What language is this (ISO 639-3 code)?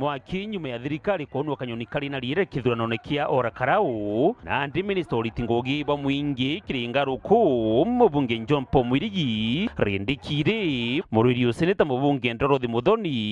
mer